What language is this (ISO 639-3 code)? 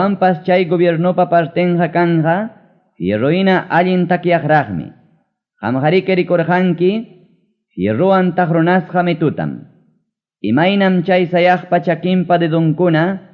quy